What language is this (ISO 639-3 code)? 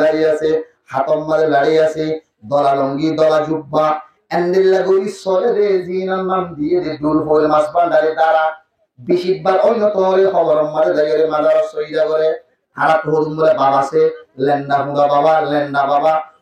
rhg